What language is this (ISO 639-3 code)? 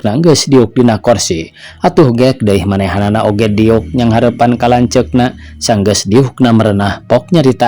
sun